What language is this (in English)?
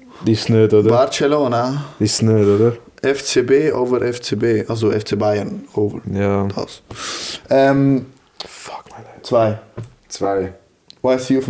Swiss German